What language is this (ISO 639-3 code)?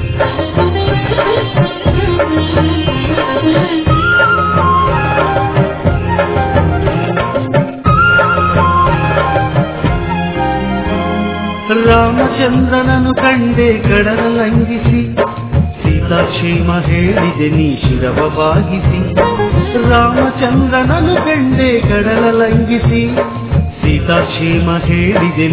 kan